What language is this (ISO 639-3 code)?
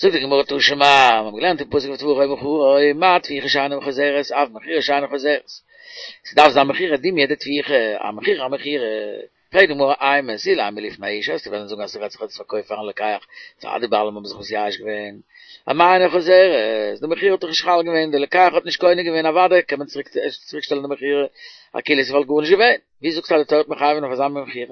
yid